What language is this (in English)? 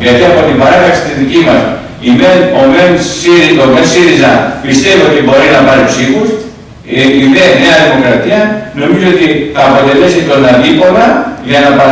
Greek